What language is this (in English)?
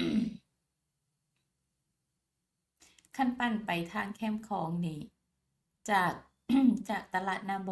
Lao